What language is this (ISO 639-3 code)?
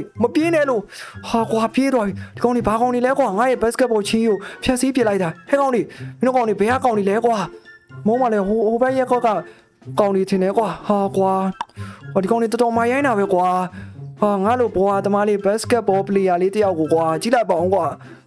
mya